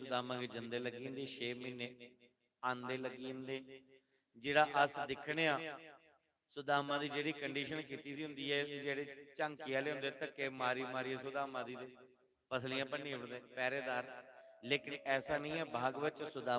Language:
Dogri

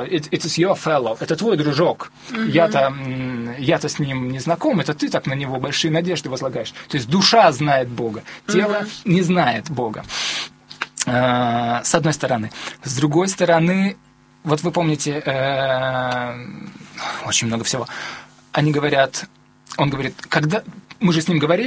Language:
Russian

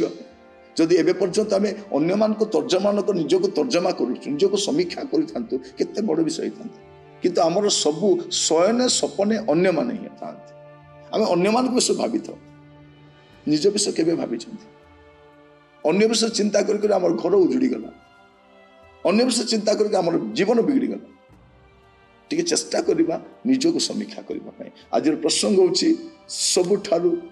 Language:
Odia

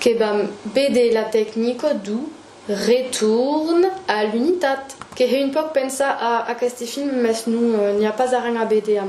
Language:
Occitan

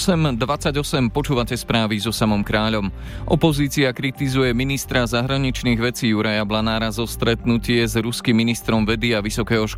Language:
Slovak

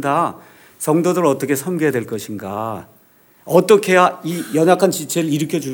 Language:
Korean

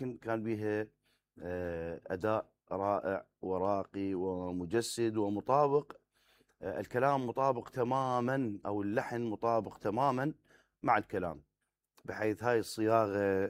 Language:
Mesopotamian Arabic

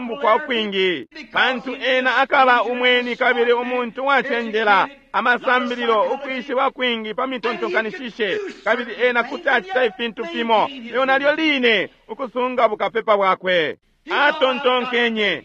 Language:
Bemba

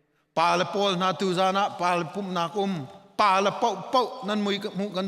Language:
Hakha Chin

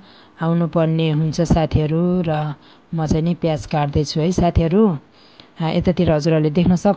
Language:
Nepali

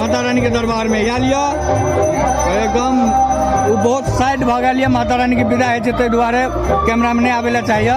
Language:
Maithili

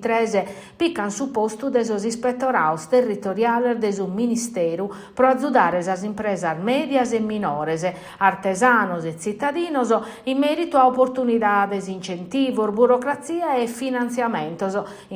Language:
Sardinian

